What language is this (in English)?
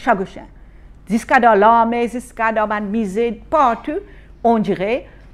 Morisyen